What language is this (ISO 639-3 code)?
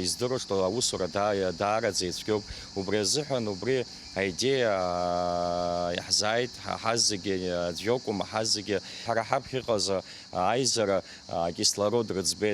abk